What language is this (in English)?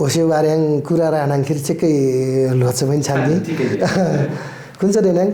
Nepali